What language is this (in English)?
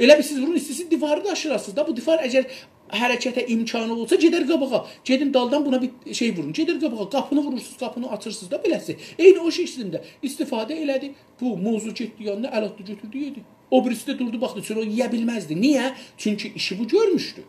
South Azerbaijani